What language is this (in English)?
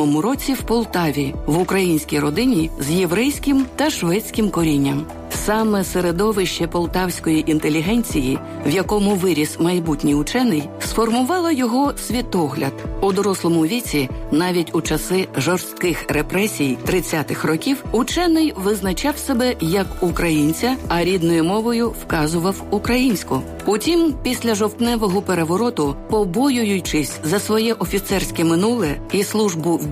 Ukrainian